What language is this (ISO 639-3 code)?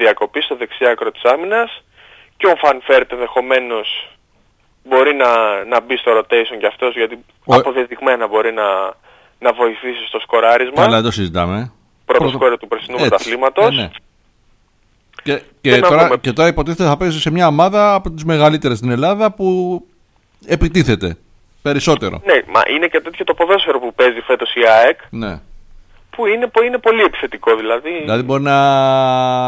ell